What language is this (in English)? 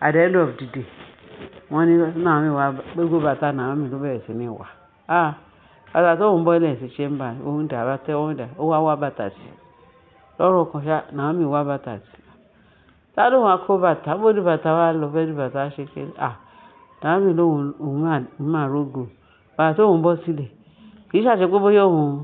Yoruba